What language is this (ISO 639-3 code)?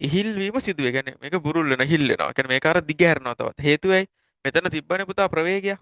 sin